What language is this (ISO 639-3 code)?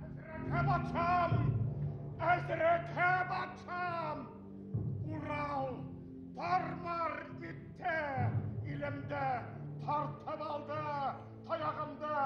bak